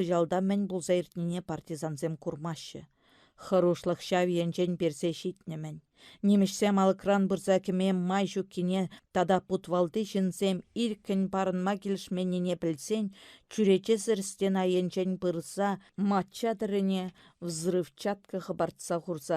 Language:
Chuvash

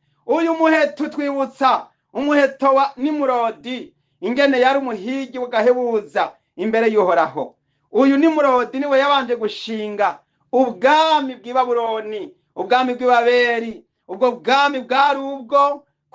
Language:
Rundi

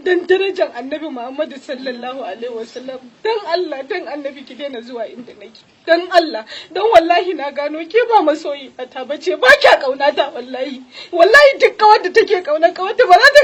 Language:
Hausa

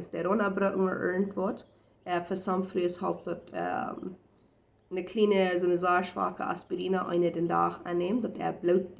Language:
Plautdietsch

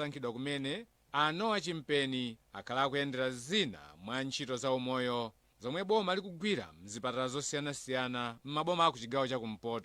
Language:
Nyanja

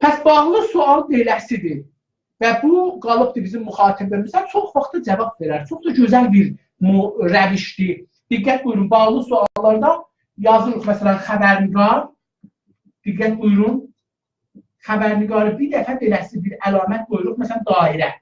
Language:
South Azerbaijani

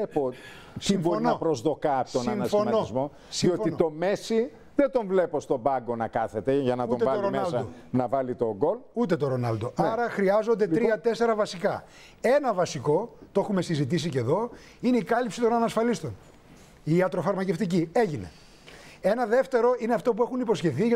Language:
Greek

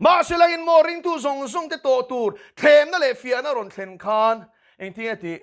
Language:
Mizo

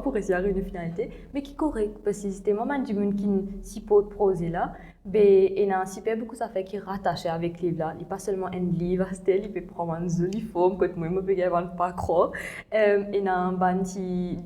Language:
Morisyen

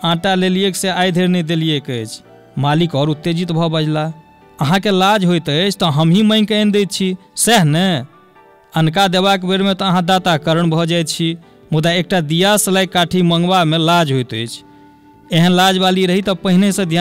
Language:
Maithili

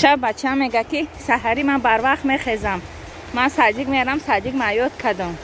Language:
Tajik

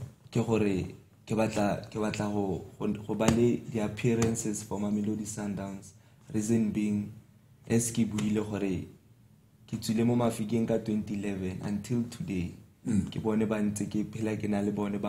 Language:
Tswana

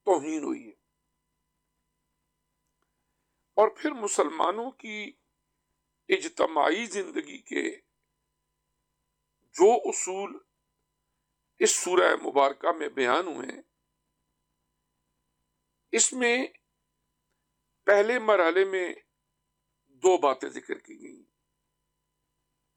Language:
Urdu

